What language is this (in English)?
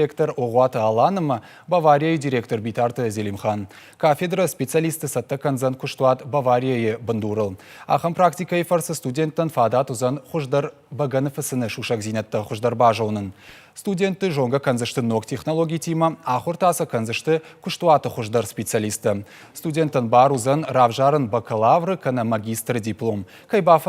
Ossetic